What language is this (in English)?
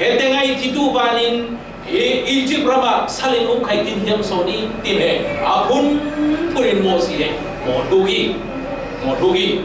Falam Chin